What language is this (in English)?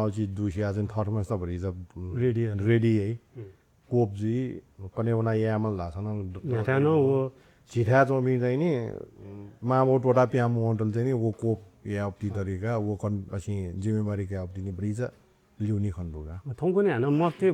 Newari